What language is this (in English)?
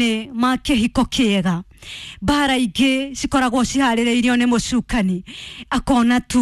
Kikuyu